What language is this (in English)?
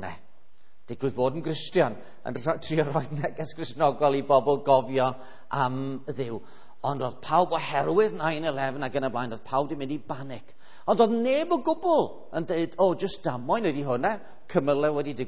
Welsh